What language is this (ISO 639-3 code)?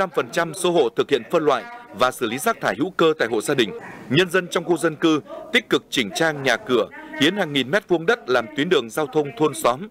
vie